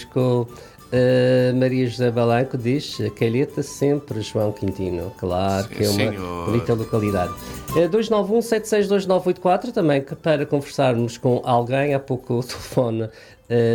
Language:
Portuguese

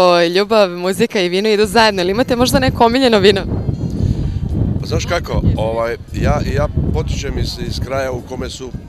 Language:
Serbian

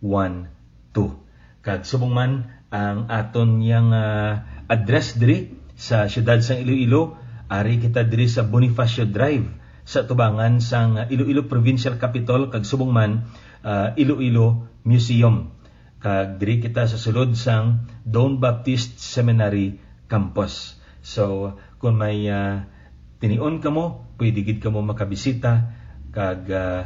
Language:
Hiligaynon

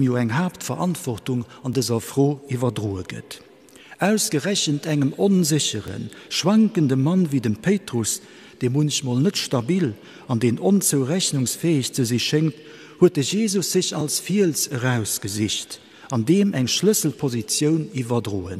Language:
Luxembourgish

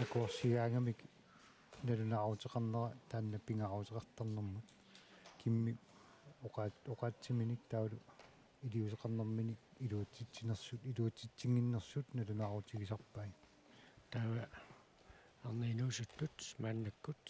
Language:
Kalaallisut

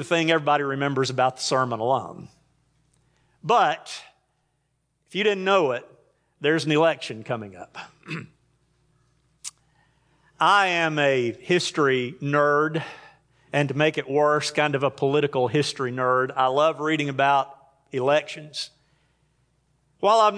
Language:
English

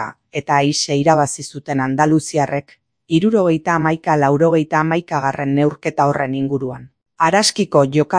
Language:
Basque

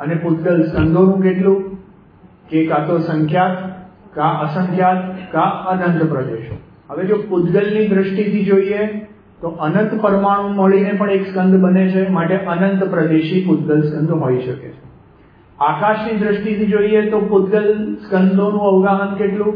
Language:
Gujarati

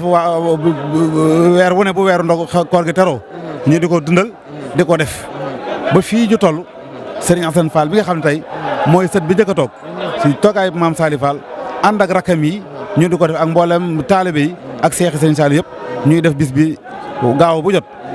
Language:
Wolof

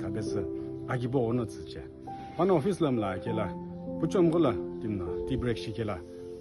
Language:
Sumi Naga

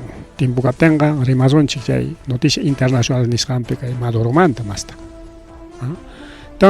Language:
Ayacucho Quechua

